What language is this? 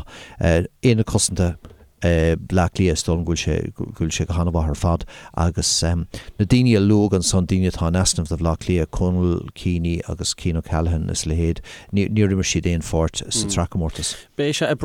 Irish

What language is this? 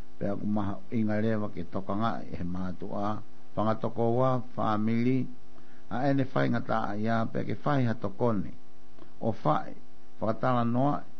Tongan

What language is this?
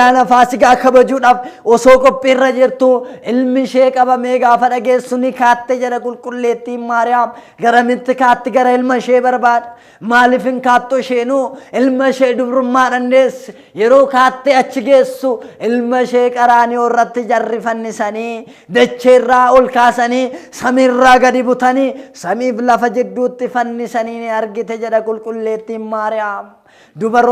Oromo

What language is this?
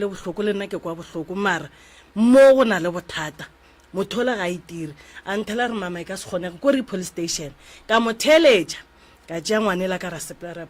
Northern Sotho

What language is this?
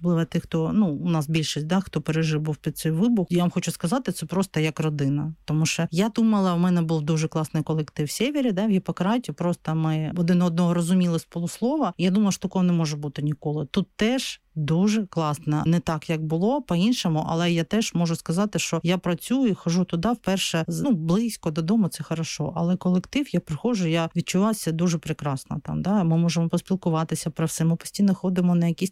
Ukrainian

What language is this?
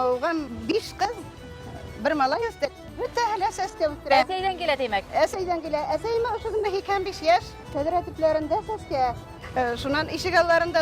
Bashkir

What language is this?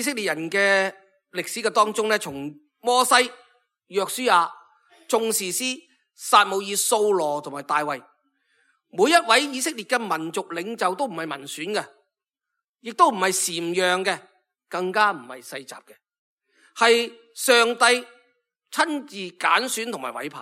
Cantonese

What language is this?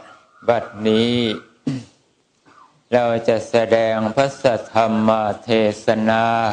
Thai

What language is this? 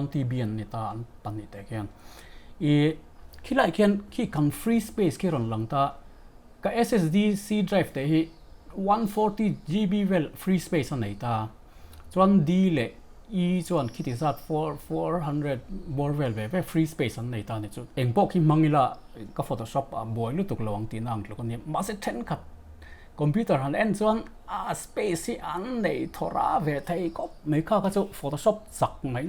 Mizo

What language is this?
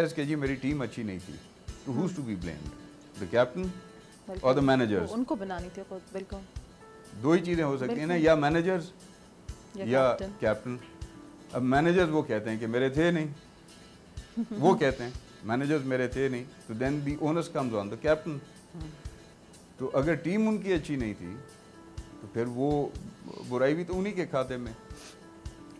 Urdu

